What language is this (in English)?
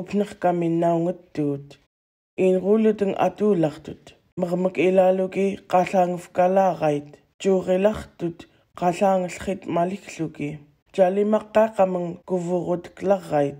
Central Yupik